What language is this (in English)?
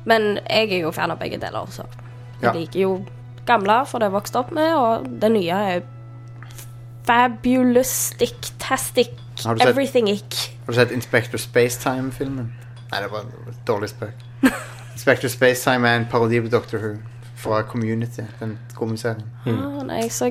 Norwegian